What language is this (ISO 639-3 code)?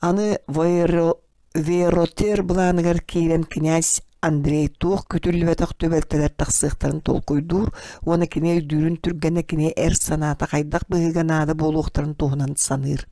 sah